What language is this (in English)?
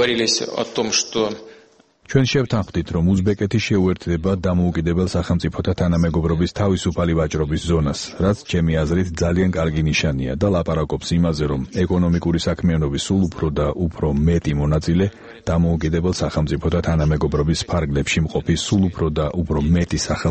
Georgian